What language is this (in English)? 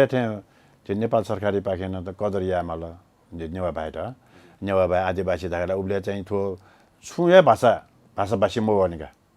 Newari